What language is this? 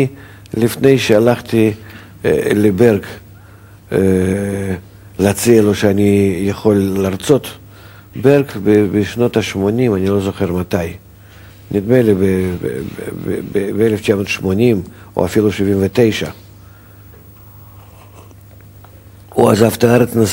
Hebrew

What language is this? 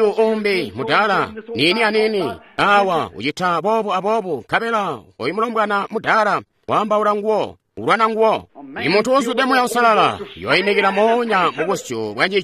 Tonga (Zambia)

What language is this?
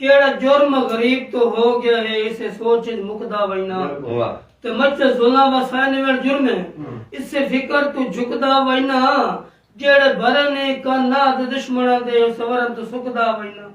Saraiki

